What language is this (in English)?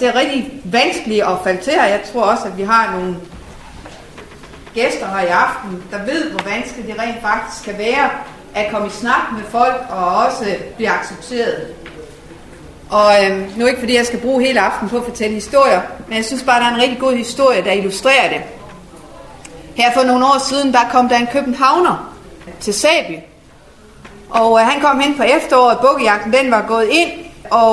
Danish